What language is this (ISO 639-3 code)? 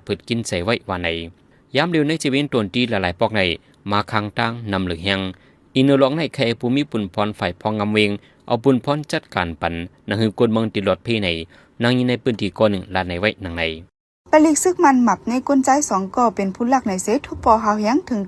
shn